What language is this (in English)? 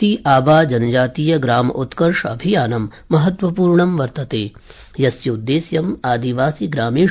Sanskrit